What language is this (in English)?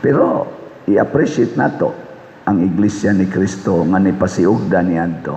Cebuano